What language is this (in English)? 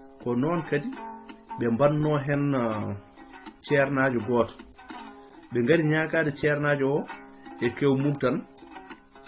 Fula